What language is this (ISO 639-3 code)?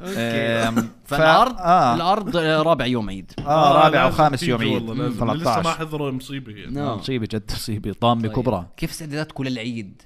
apc